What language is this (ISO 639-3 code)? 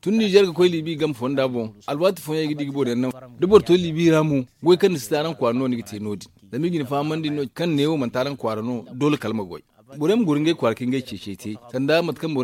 dje